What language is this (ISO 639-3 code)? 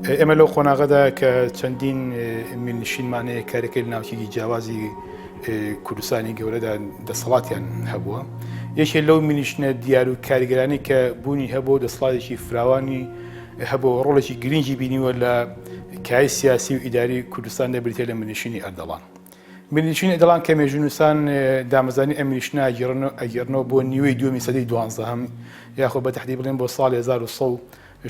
ckb